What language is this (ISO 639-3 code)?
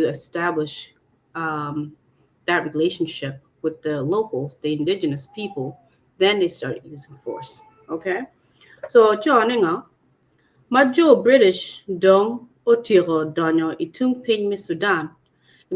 ach